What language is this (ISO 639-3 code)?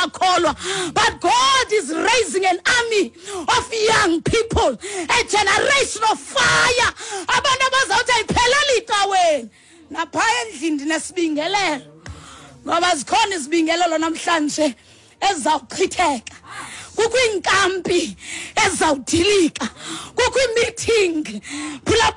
xho